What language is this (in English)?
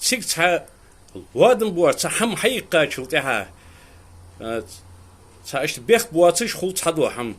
Ingush